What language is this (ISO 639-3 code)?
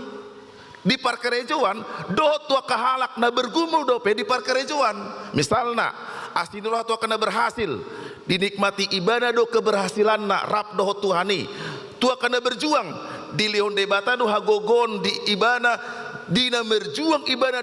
bbc